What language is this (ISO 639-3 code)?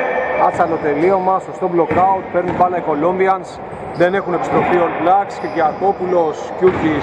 ell